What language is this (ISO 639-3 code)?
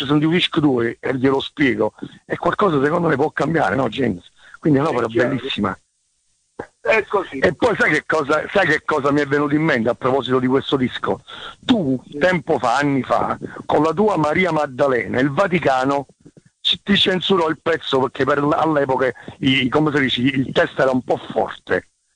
ita